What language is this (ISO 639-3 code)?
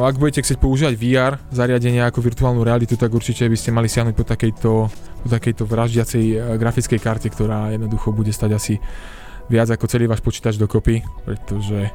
slk